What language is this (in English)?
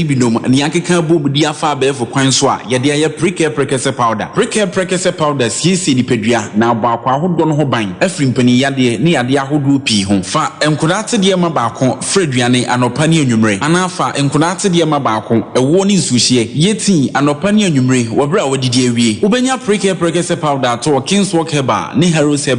Akan